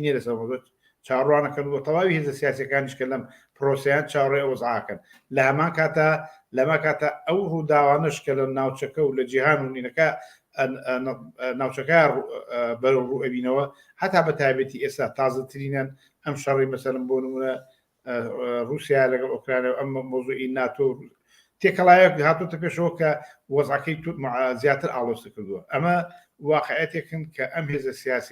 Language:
Central Kurdish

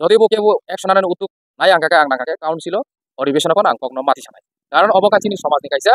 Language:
Kok Borok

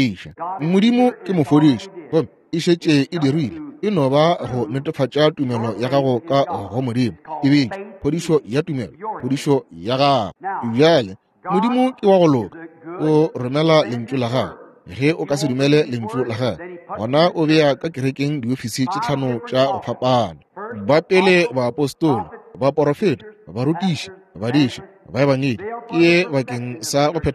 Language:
Northern Sotho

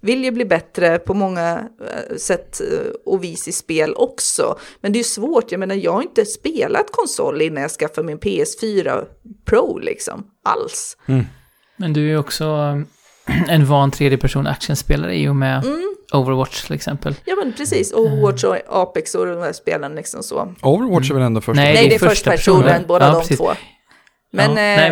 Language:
Swedish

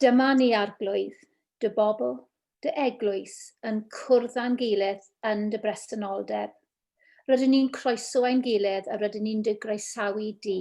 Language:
Welsh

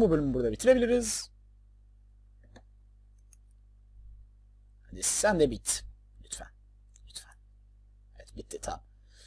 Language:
Turkish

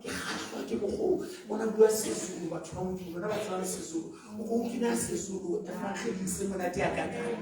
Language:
Southern Sotho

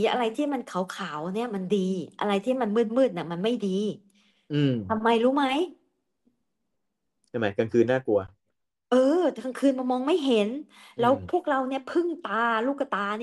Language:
Thai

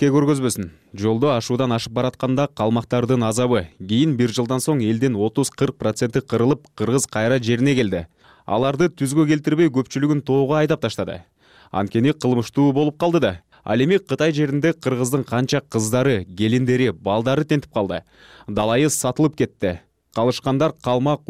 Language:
Kyrgyz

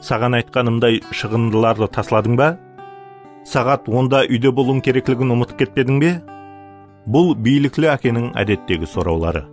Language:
Kara-Kalpak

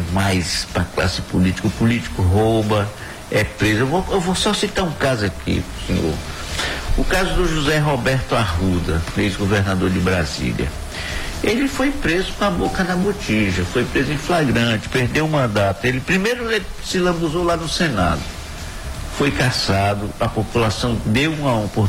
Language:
Portuguese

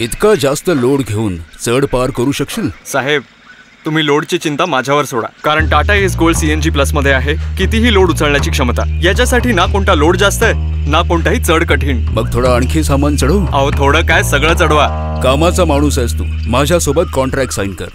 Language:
Marathi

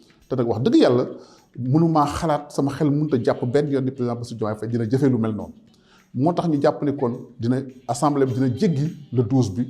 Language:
Wolof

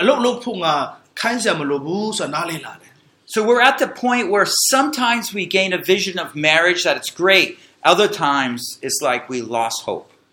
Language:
Burmese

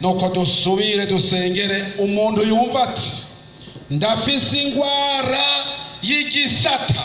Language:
Rundi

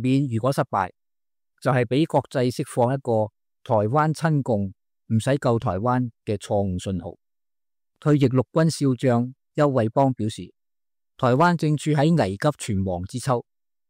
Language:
Cantonese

